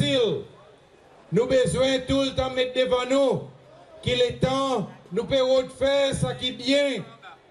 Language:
Seselwa Creole French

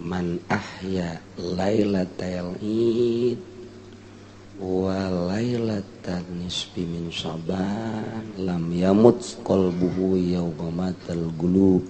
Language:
Sundanese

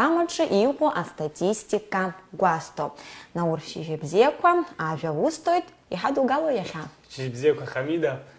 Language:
Abkhazian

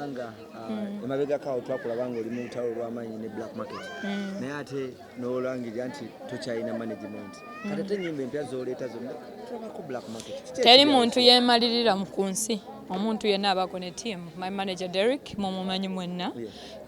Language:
Ganda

